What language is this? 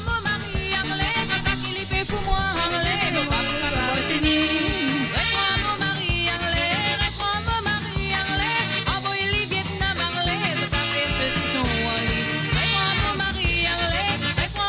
Morisyen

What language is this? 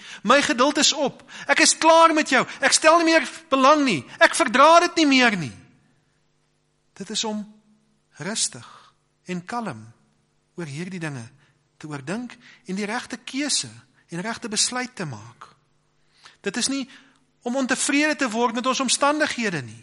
Afrikaans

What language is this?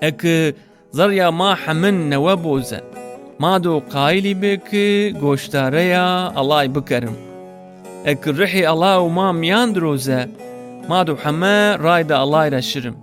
Zaza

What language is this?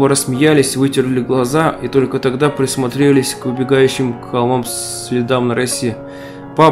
Russian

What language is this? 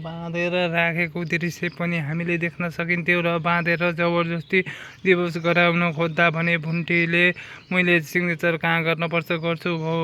Nepali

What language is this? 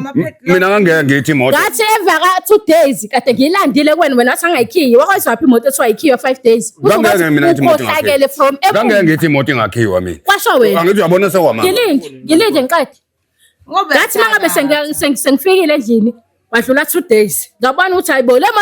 Zulu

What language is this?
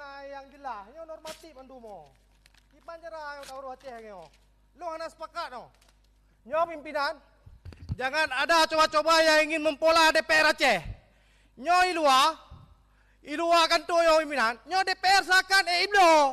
Achinese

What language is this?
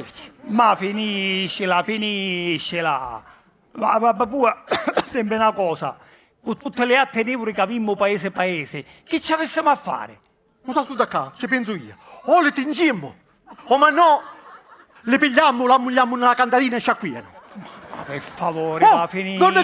Sicilian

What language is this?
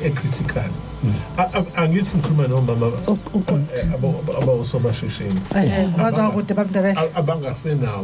Zulu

